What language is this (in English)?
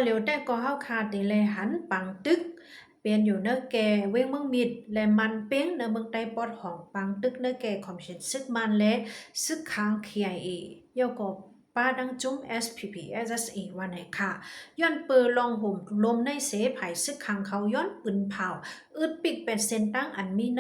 Shan